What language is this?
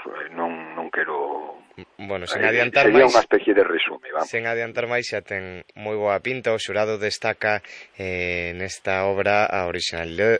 Galician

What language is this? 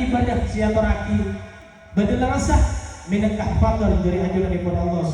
Madurese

